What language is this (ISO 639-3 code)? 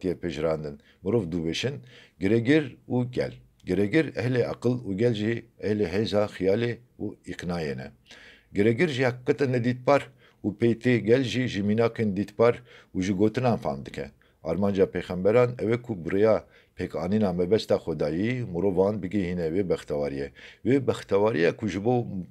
kur